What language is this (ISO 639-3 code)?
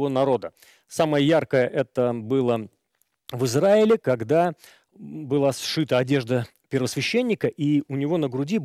rus